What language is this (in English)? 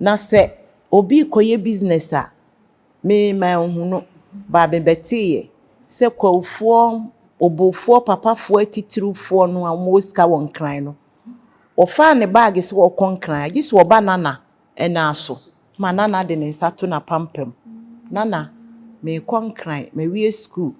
Akan